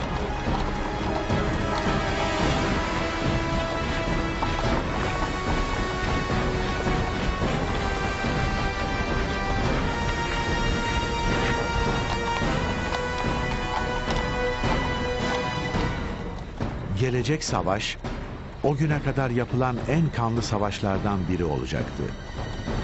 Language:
Turkish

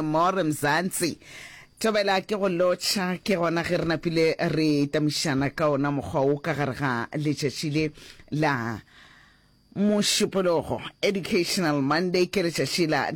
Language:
Northern Sotho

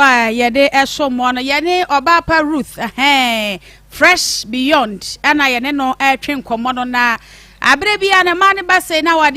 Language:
Akan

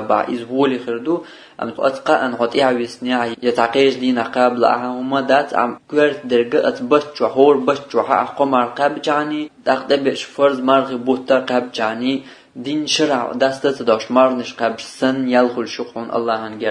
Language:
Chechen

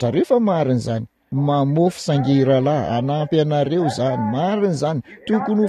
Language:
Malagasy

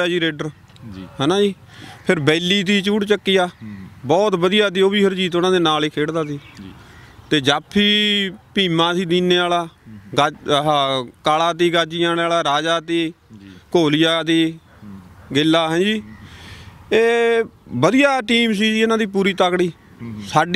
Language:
Punjabi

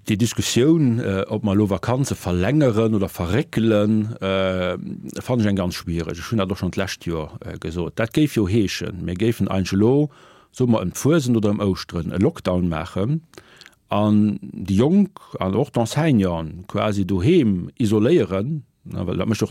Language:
Luxembourgish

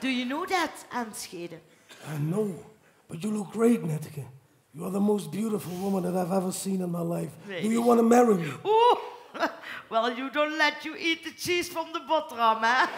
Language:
Limburgish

